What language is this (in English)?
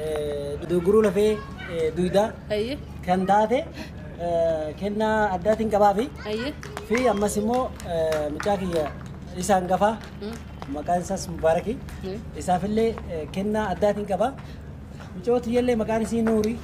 Oromo